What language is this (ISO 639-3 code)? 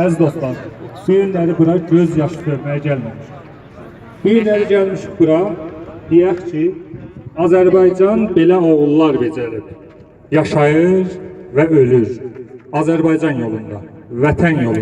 azb